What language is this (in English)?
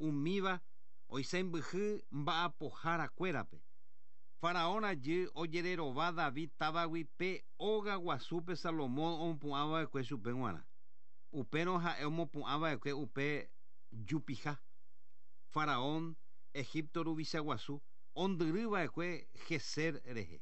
Guarani